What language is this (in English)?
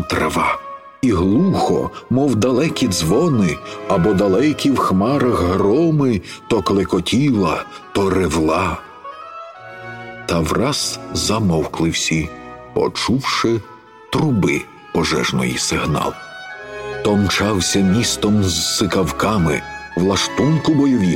Ukrainian